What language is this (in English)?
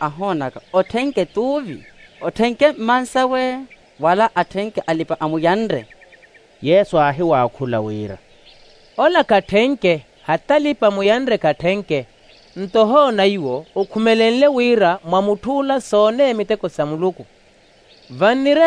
Makhuwa